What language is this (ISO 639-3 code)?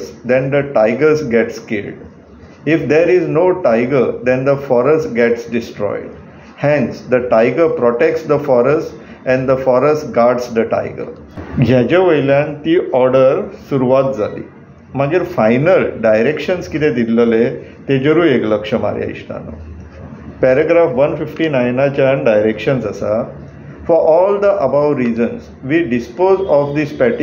kok